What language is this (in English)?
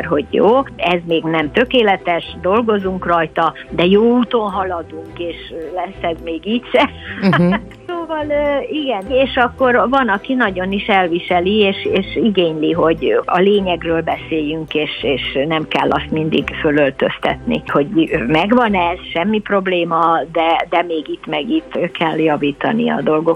Hungarian